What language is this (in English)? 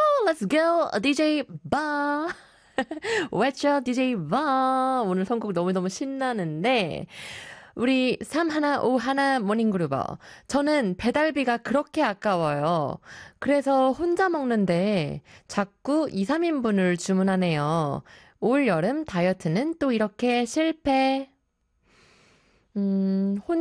Korean